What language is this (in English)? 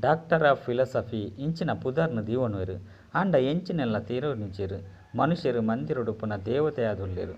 Tulu